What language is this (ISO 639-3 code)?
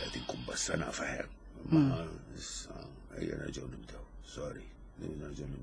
mlt